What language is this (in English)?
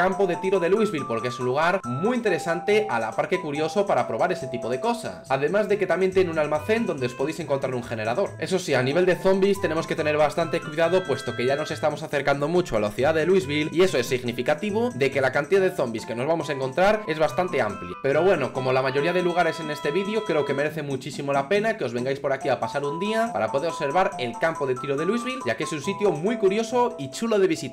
Spanish